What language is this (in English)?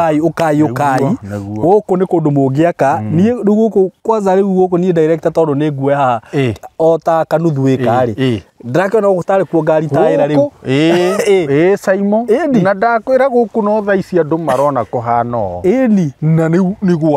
Kikuyu